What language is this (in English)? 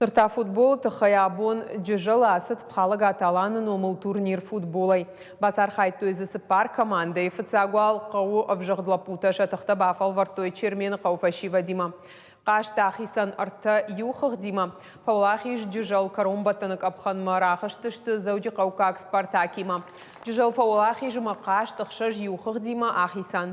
Ossetic